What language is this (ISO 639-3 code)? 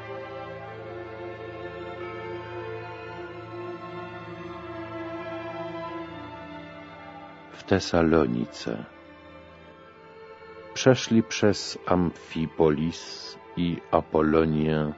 pol